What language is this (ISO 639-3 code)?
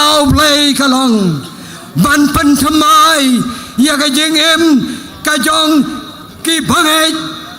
kha